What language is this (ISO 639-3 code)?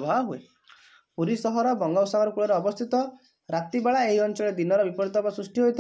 ori